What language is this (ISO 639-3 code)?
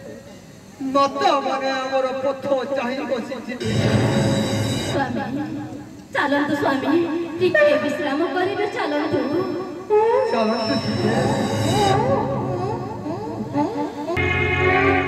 ori